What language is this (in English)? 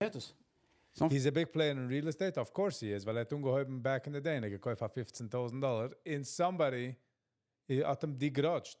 Yiddish